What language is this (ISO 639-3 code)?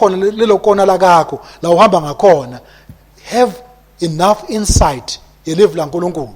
ssw